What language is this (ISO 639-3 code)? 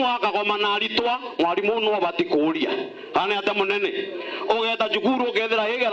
mer